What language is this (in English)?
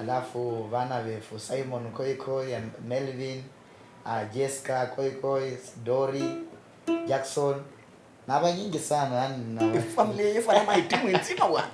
Luyia